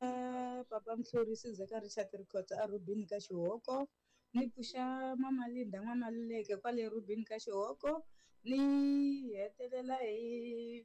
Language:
Tsonga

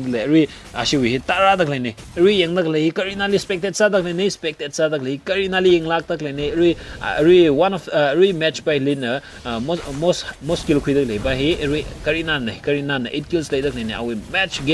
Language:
Tangkhul Naga (India)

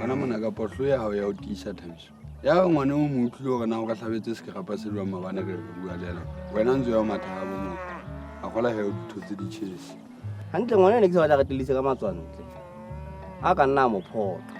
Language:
Southern Sotho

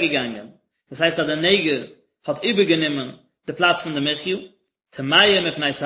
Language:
Yiddish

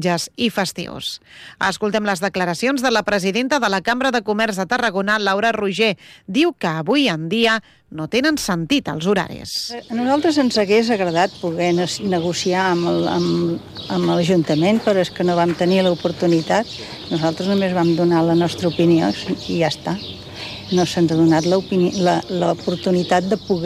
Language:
Catalan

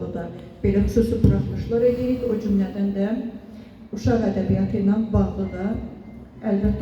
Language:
Azerbaijani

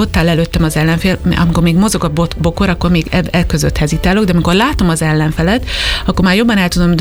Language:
Hungarian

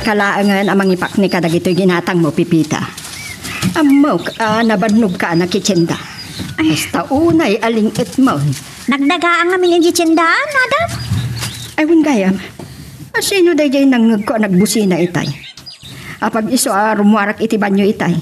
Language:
Iloko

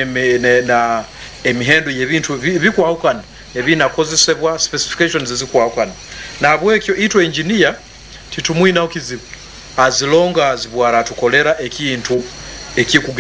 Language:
Nyankole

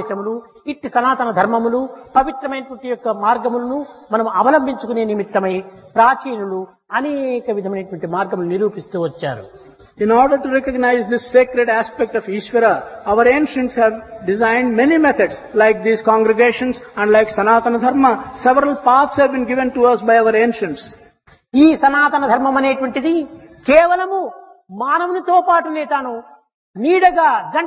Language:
Telugu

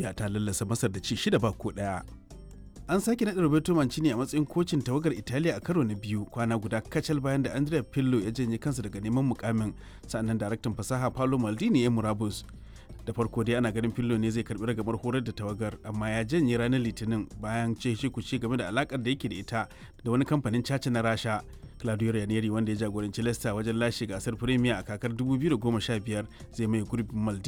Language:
Hausa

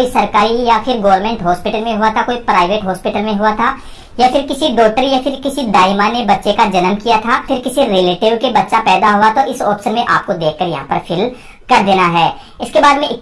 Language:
Hindi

